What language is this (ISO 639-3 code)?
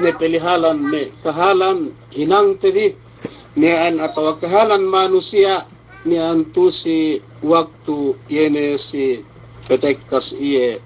yka